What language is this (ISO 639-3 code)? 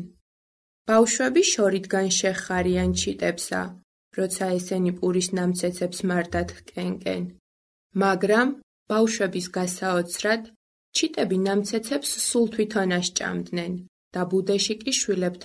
kat